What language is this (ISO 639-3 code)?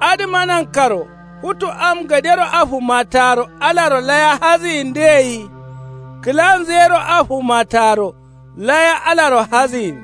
kau